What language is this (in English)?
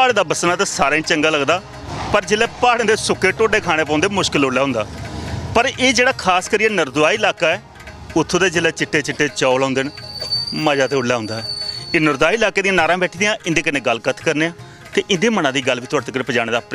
Dogri